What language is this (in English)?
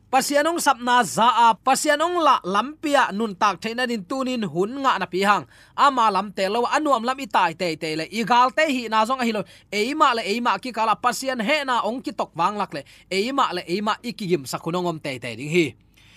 Tedim Chin